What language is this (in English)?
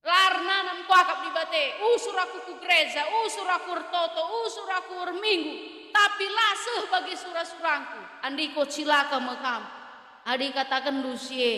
Batak Karo